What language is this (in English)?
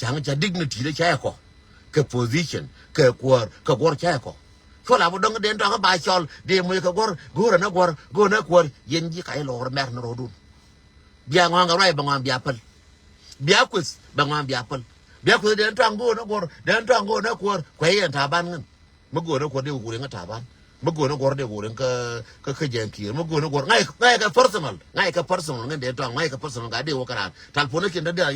Nuer